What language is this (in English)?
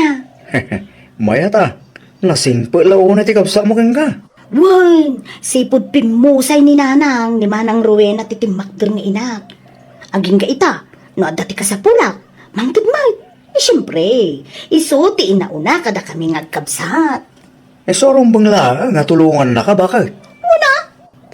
Iloko